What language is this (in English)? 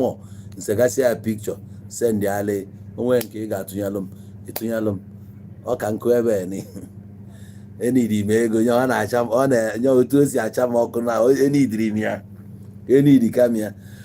Igbo